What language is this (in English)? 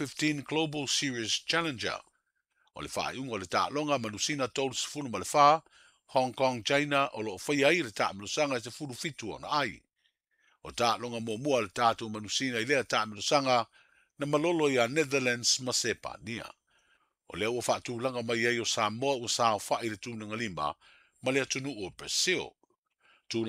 Samoan